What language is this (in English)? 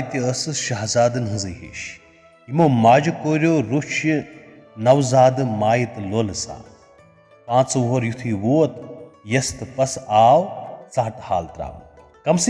Kashmiri